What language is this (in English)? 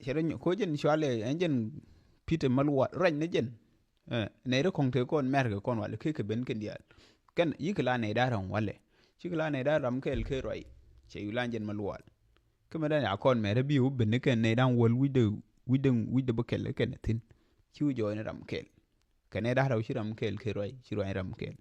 Nuer